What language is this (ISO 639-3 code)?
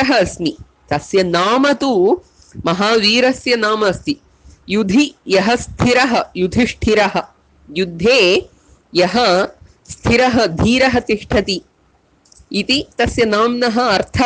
san